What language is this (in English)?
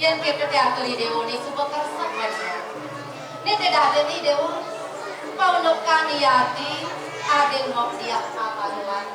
Balinese